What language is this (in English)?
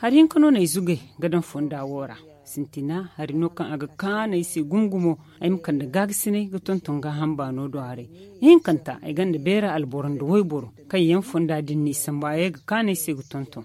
Zarma